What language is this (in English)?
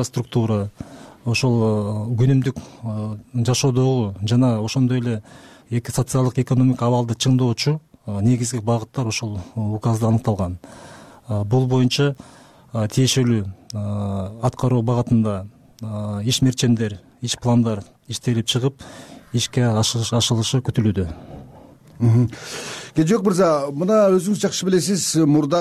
Kyrgyz